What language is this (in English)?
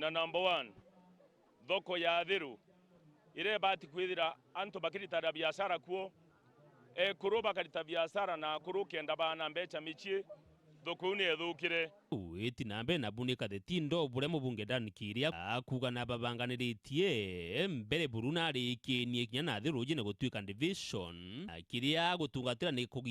Meru